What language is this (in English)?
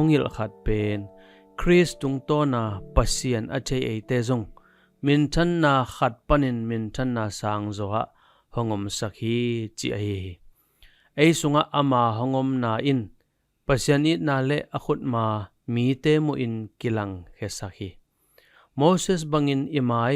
Tedim Chin